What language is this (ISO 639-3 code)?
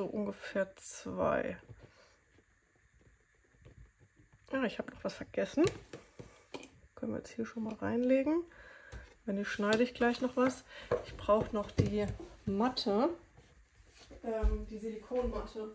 deu